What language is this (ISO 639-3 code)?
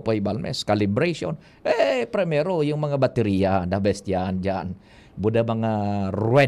bik